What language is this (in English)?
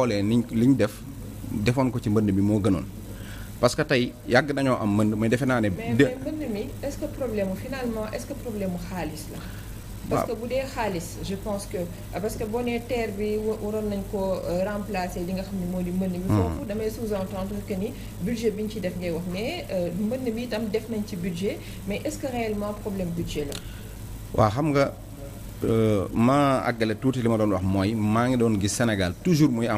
Wolof